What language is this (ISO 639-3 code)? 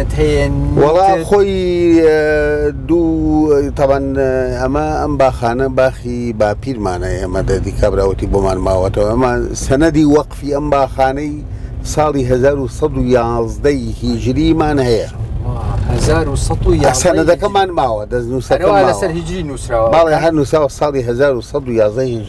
ckb